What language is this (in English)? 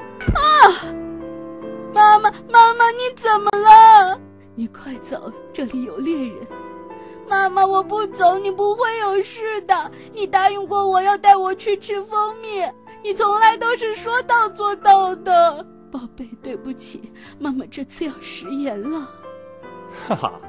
Chinese